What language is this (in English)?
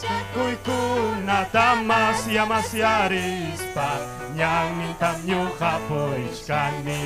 Ayacucho Quechua